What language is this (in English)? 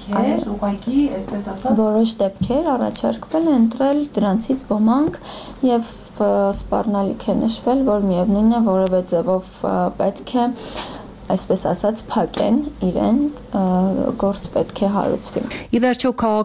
Armenian